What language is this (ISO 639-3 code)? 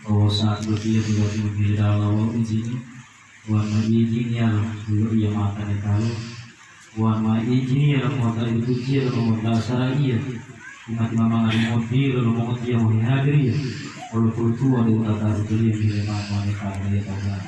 gor